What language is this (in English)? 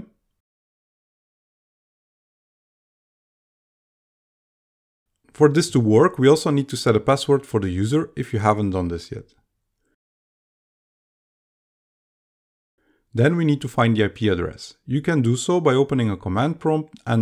English